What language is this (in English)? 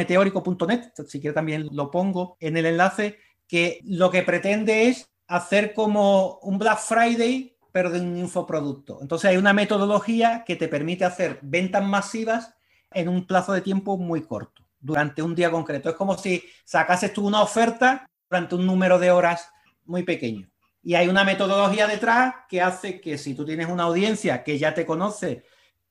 Spanish